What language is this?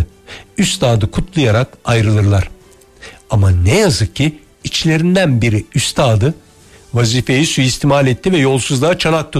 Turkish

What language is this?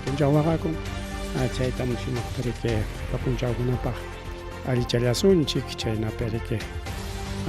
Ayacucho Quechua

